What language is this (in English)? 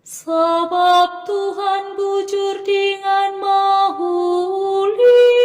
Batak Karo